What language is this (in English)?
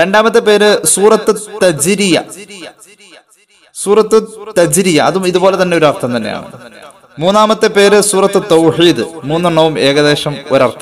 Malayalam